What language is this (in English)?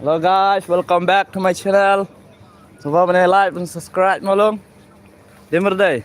Khasi